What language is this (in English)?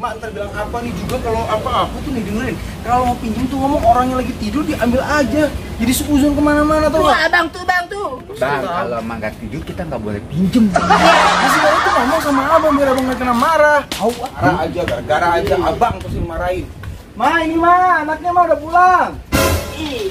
Betawi